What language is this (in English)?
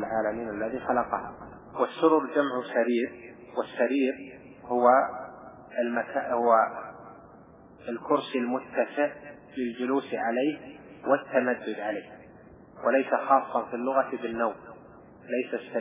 Arabic